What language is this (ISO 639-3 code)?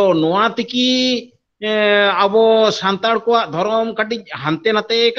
sat